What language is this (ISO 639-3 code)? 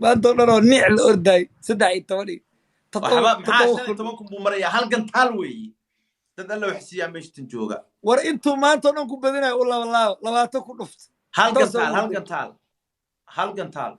som